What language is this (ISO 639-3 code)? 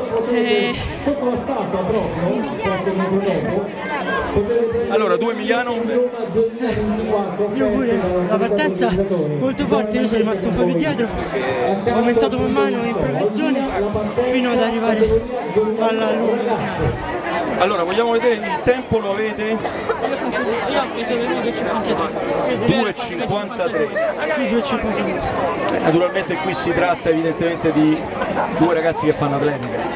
ita